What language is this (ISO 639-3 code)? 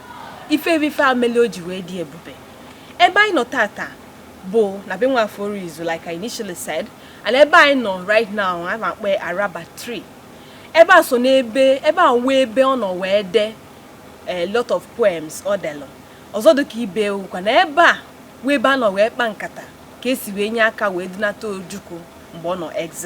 ibo